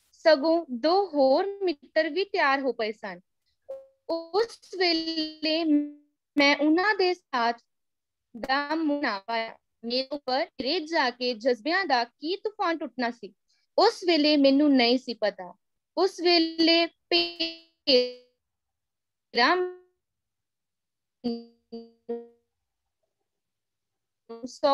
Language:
Punjabi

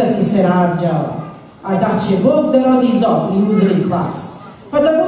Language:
Serbian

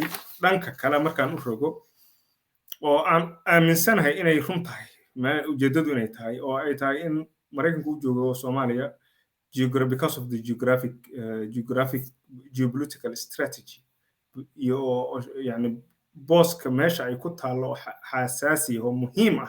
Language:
Somali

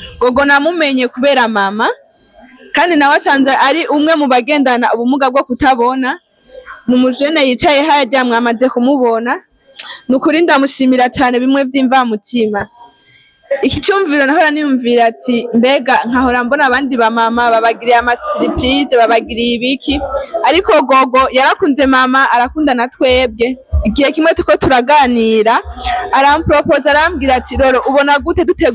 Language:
Rundi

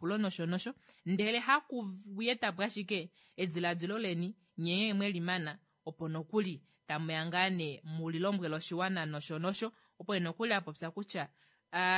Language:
Kuanyama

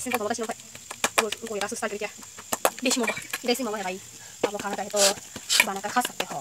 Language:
Kok Borok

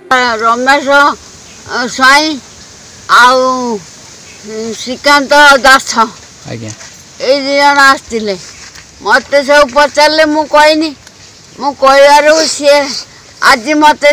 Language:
Odia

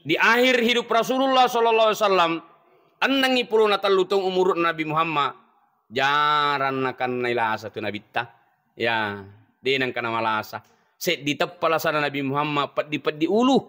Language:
Buginese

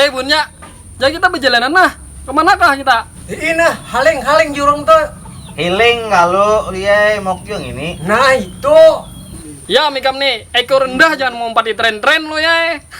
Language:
Banjar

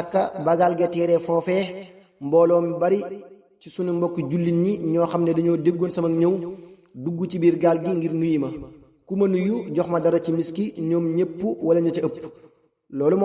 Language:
Wolof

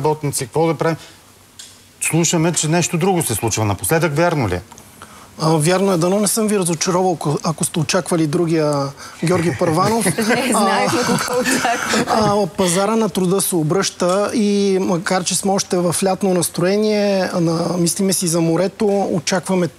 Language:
Bulgarian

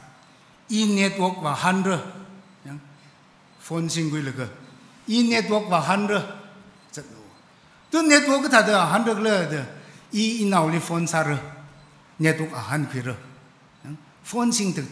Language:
Tangkhul Naga (India)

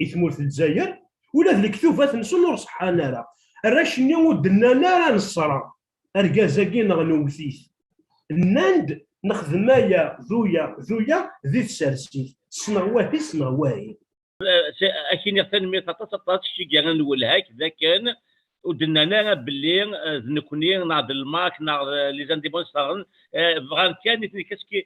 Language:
Kabyle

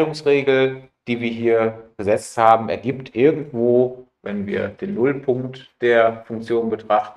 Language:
German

